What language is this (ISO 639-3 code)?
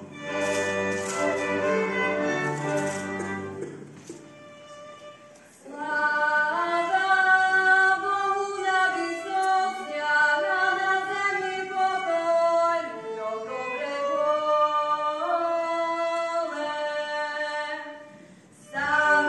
slk